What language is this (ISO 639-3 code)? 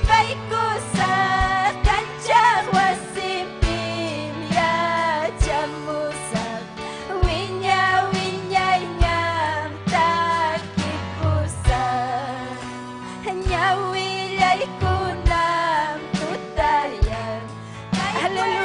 quy